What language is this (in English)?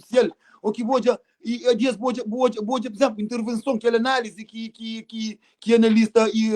Kabuverdianu